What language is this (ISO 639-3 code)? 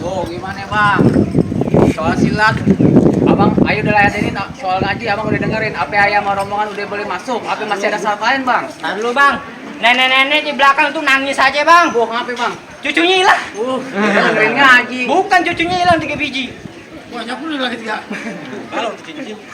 bew